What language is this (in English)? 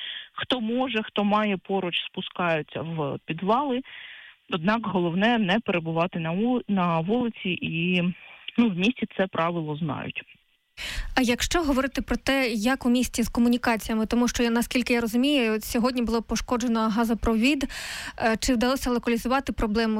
Ukrainian